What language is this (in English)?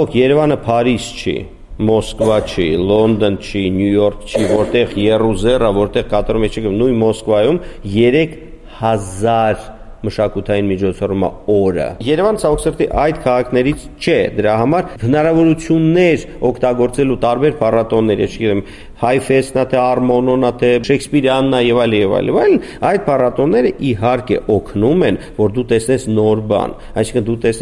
Armenian